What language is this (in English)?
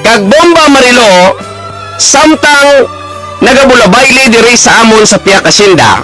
Hiligaynon